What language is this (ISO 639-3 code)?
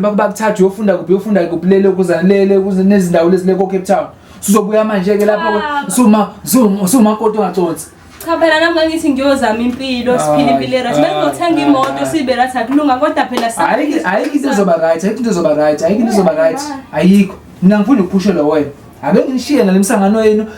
zul